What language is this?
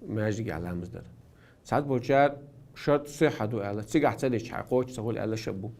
Chechen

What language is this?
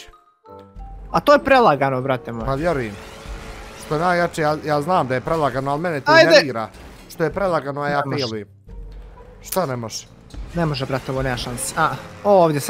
Bosnian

